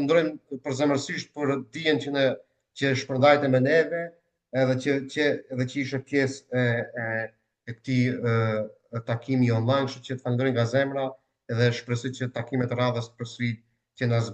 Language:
Albanian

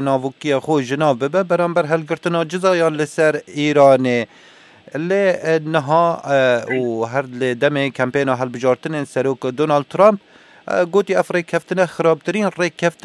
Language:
Kurdish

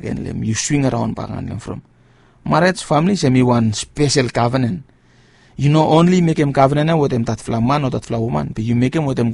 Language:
Bislama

